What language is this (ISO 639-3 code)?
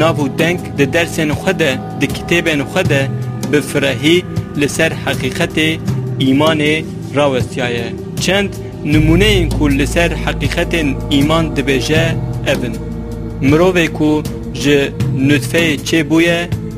kur